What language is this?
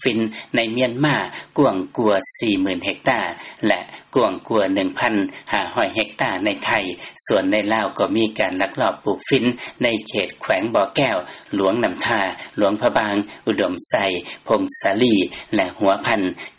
Lao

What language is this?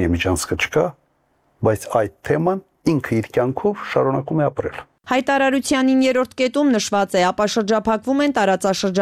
Armenian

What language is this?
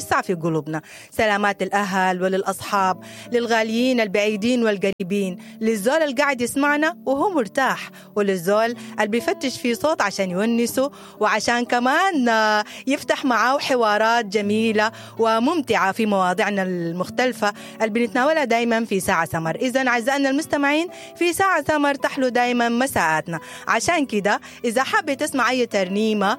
Sudanese Arabic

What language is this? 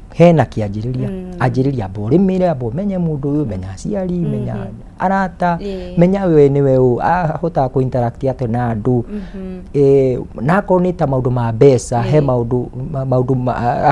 Kikuyu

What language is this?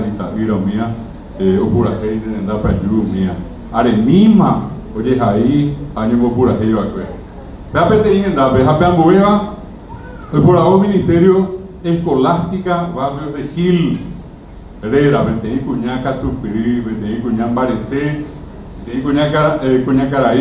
Guarani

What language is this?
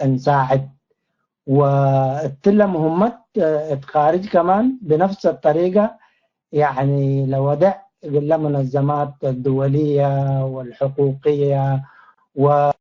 Tigre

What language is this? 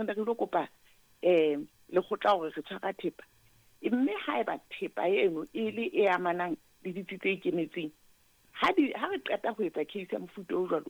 Southern Sotho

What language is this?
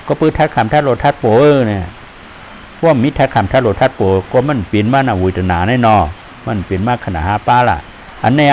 Shan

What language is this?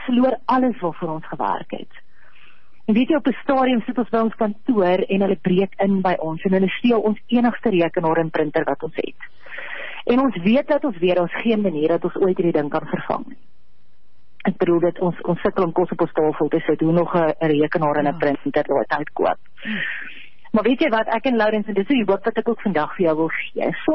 Afrikaans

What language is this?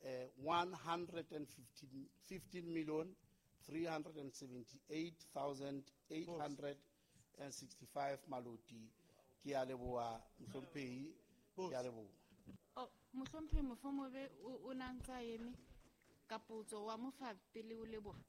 Southern Sotho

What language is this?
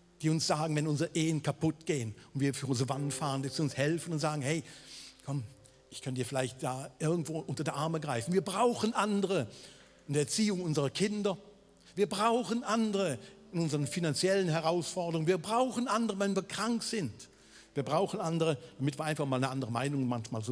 Swiss German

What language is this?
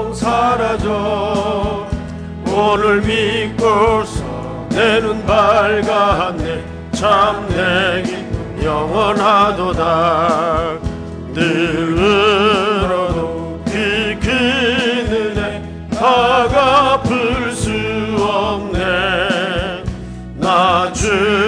Korean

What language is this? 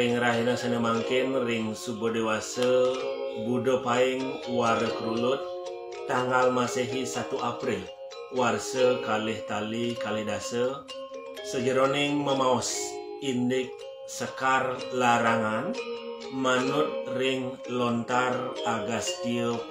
Balinese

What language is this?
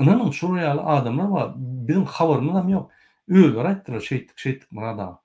Turkmen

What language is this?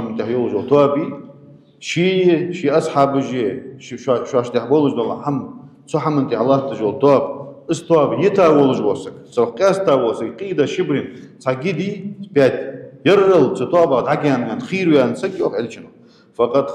Ingush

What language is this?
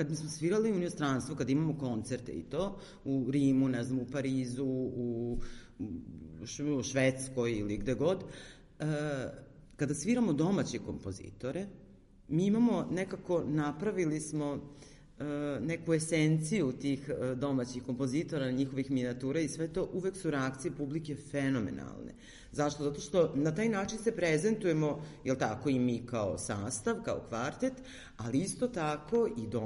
Serbian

